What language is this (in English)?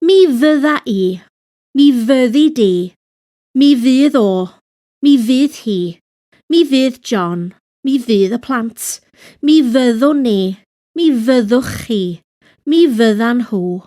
Welsh